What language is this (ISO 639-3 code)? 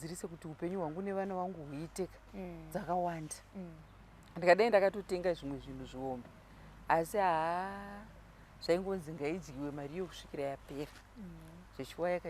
sna